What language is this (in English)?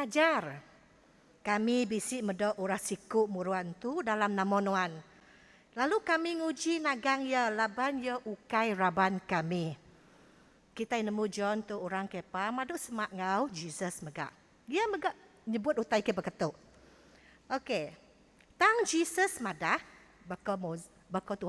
Iban